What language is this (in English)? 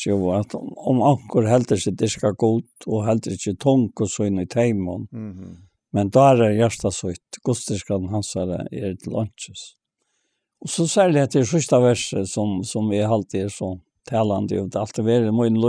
Faroese